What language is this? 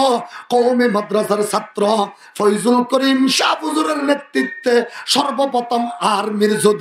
Rohingya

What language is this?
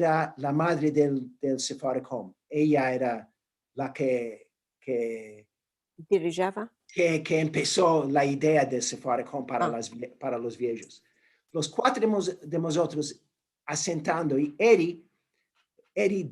Ladino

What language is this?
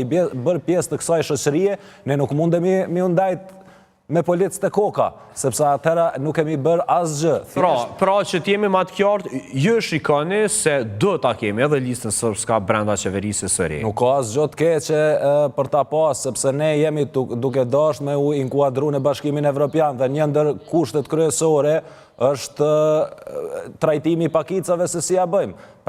Albanian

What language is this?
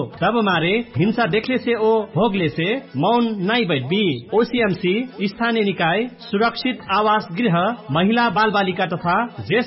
Dangaura Tharu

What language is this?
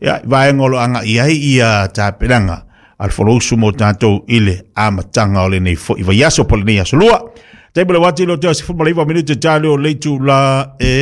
Samoan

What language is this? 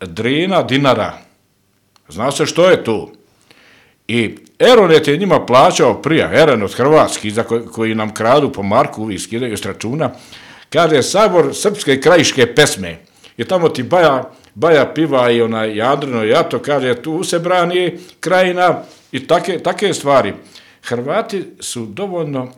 Bosnian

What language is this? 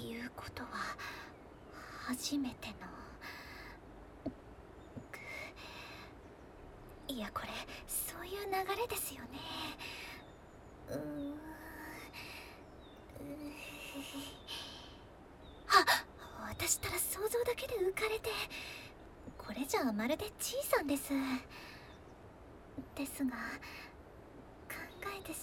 Japanese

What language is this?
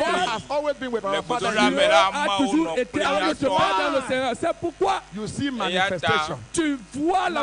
Ewe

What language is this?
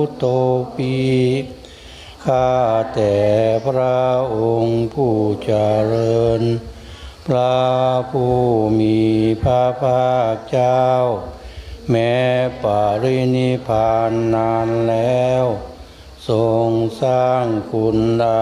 Thai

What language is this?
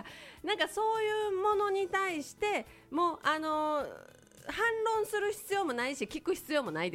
Japanese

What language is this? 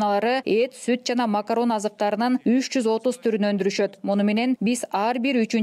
Kyrgyz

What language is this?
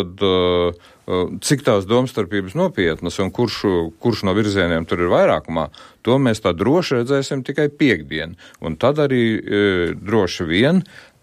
Latvian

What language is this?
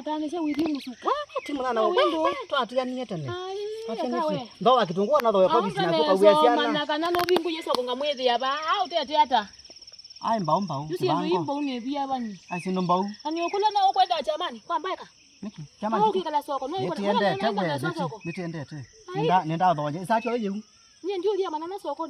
Kamba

